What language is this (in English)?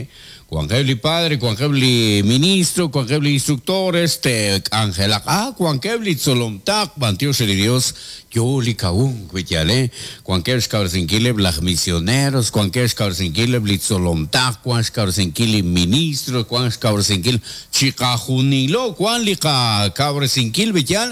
Kekchí